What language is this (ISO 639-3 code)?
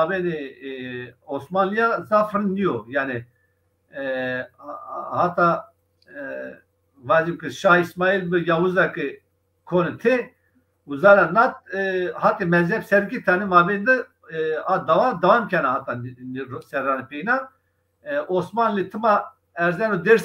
zza